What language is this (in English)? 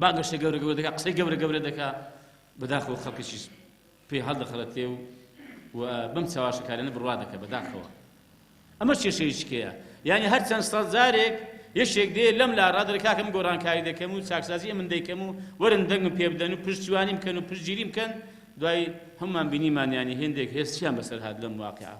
Central Kurdish